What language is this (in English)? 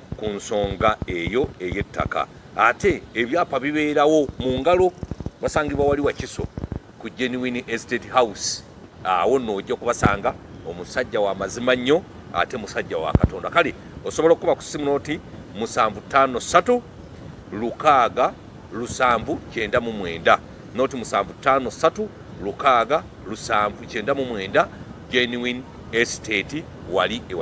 Ganda